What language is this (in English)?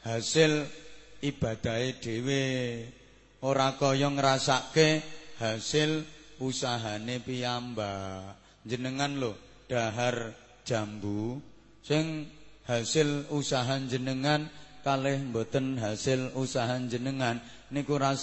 Javanese